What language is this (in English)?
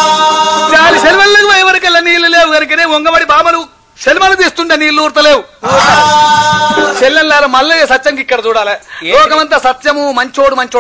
Telugu